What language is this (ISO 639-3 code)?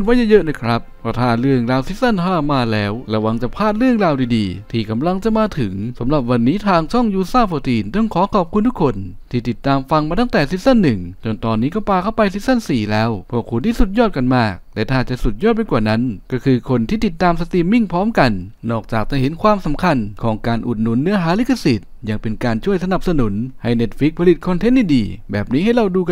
tha